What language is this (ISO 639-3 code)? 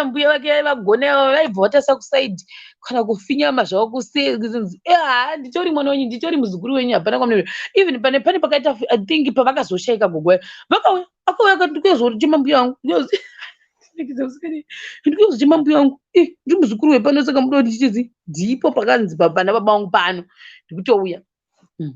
sna